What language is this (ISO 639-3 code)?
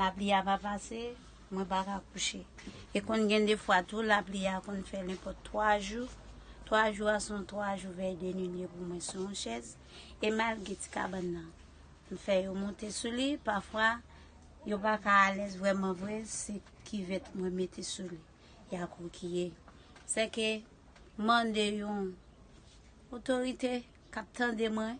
hat